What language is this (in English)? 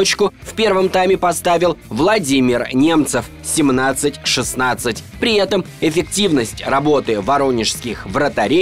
Russian